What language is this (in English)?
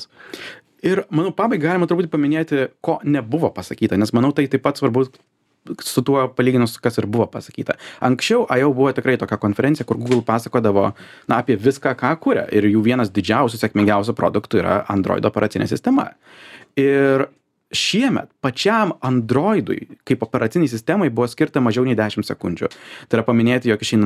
Lithuanian